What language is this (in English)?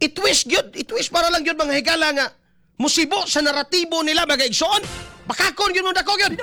Cebuano